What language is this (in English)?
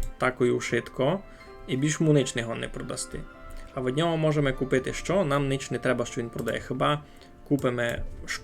Rusyn